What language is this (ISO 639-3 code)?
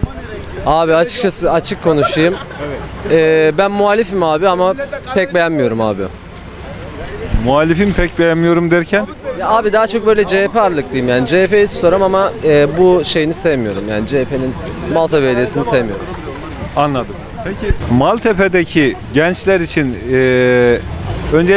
tur